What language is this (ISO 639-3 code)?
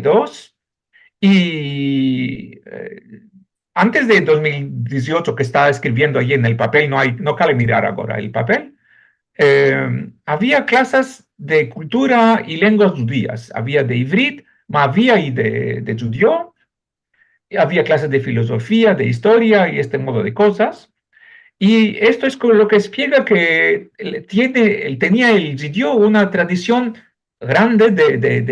lad